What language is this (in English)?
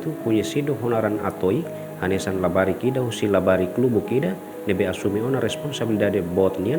Tetum